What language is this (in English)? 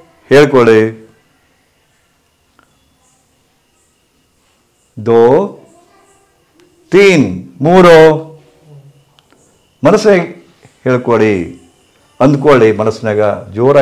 Kannada